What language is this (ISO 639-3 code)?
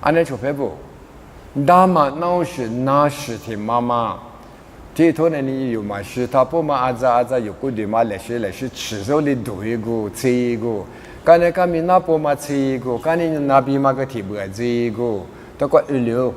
lis